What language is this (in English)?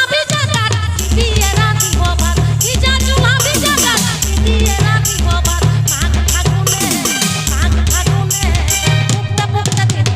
Santali